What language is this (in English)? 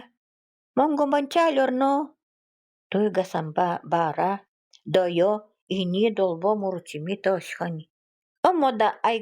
Nanai